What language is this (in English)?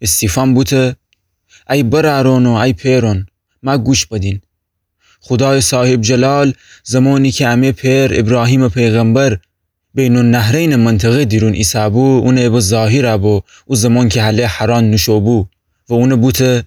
Gilaki